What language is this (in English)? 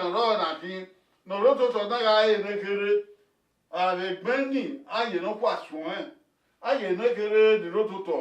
Bini